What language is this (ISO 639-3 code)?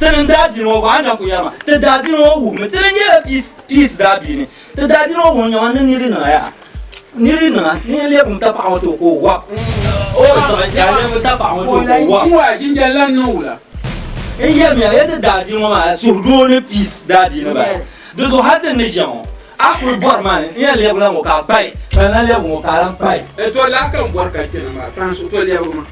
dag